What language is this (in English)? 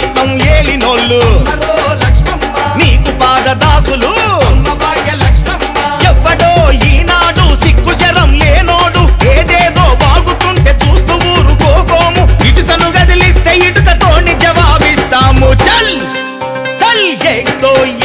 Telugu